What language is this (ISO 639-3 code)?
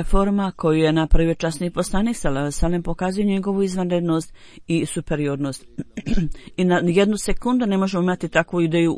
bos